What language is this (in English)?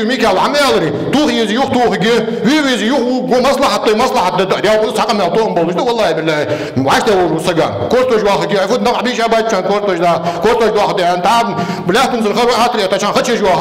Ingush